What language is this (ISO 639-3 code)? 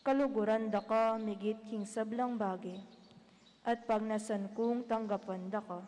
pam